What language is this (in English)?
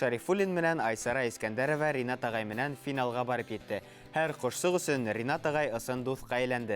Bashkir